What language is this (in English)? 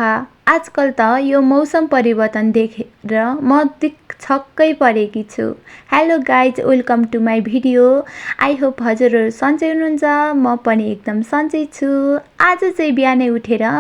Nepali